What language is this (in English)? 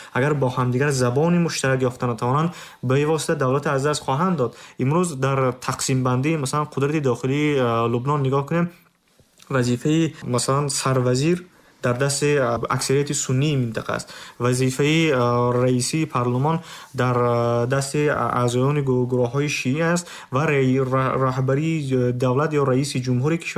Tajik